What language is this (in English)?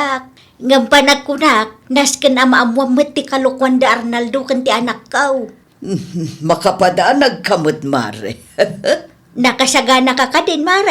Iloko